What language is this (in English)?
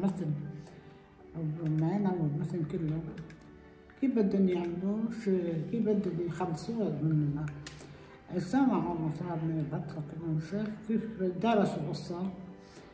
North Levantine Arabic